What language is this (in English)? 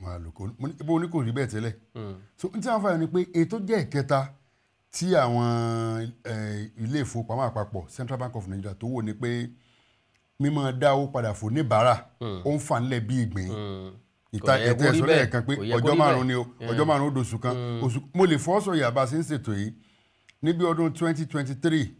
Yoruba